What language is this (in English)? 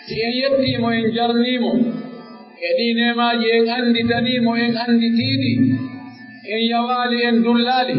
Pular